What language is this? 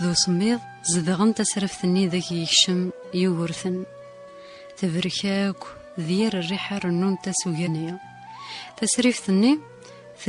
Kabyle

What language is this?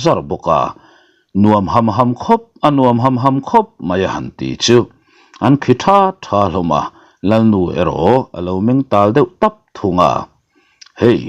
Mizo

